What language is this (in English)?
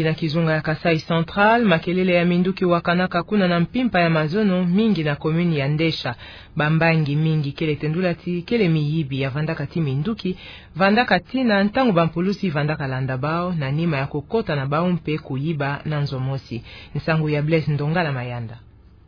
Kituba (Democratic Republic of Congo)